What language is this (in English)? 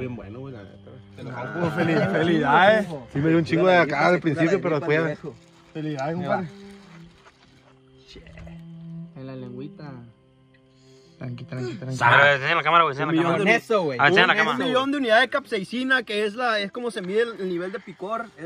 Spanish